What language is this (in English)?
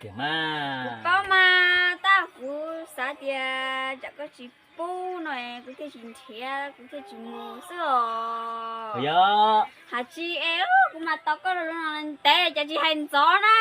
Hmong